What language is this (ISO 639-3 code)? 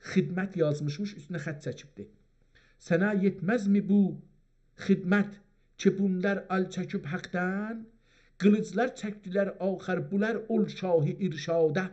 azb